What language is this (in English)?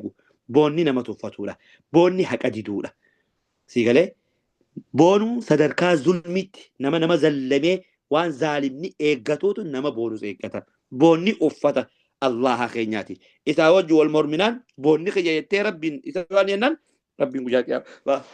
Oromo